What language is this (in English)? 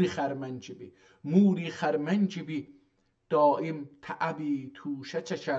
South Azerbaijani